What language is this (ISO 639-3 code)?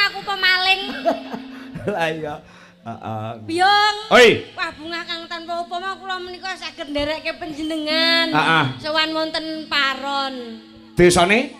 jav